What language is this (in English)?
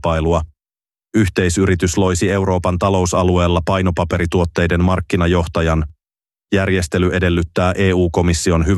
Finnish